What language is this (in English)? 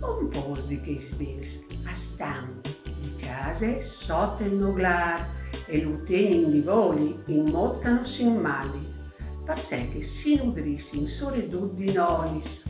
Friulian